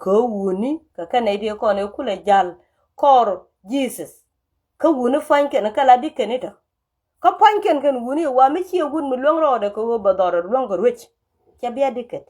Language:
Nuer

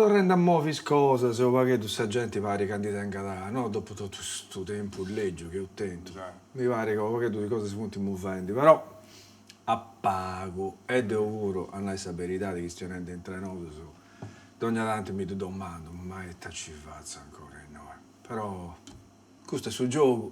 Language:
Sardinian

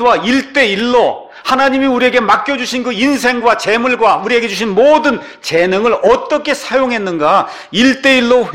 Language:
Korean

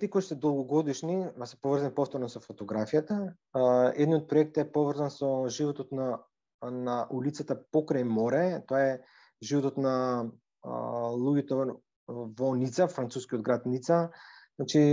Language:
Macedonian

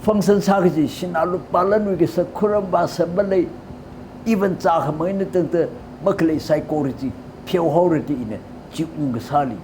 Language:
Tangkhul Naga (India)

